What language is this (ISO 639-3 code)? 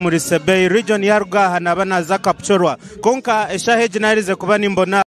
nyn